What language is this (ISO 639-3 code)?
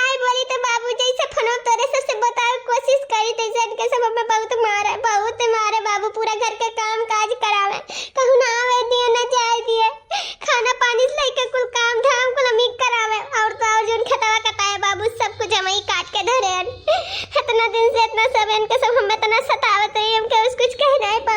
awa